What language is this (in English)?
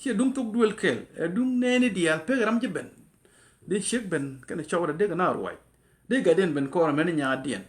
Nuer